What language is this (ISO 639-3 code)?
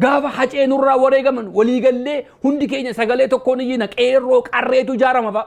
orm